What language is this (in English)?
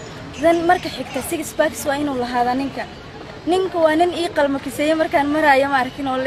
Somali